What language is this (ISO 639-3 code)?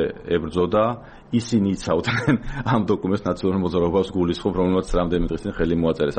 kat